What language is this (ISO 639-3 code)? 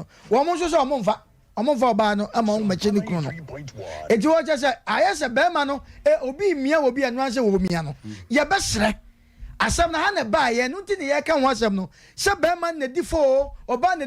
aka